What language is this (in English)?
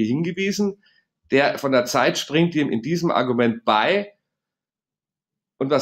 German